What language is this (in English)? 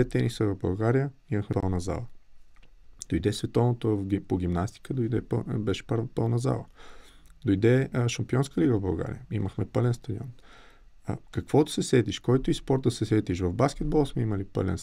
Bulgarian